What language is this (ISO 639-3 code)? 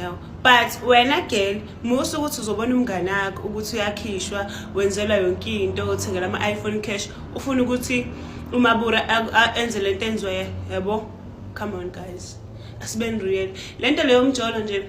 zul